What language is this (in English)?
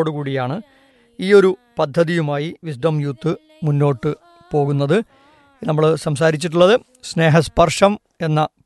Malayalam